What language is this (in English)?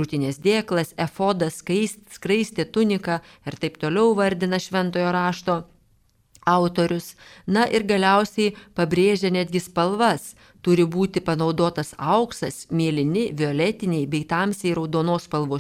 Lithuanian